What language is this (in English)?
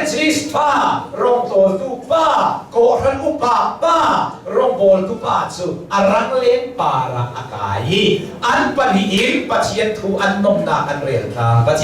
Hakha Chin